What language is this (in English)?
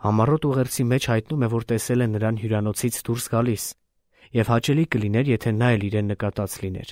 Armenian